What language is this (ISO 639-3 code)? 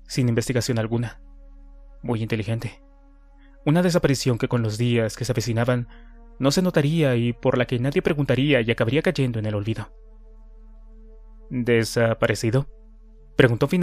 spa